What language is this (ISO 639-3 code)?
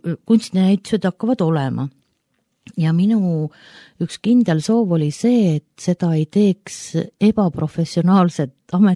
est